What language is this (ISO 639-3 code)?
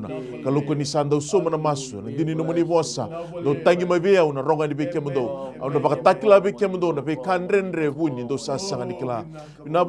fij